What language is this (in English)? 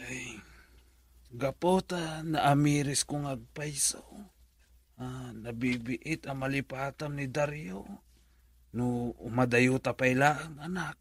Iloko